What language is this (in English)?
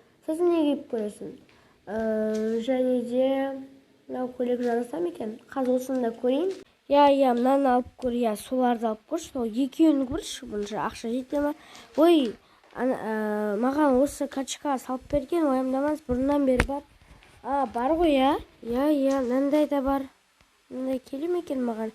Kazakh